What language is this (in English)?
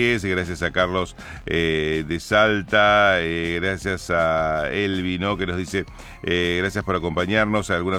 Spanish